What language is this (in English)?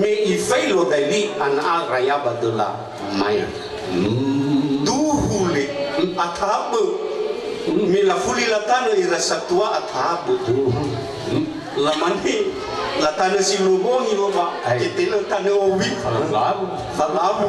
Nias